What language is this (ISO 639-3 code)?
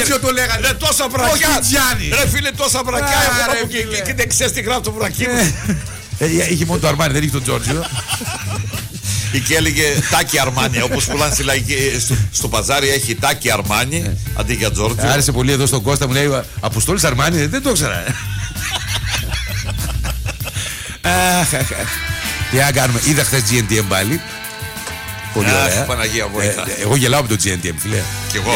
ell